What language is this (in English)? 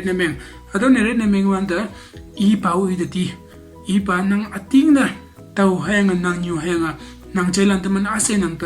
Konyak Naga